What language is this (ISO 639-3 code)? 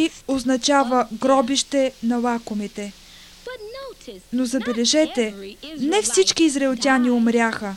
bul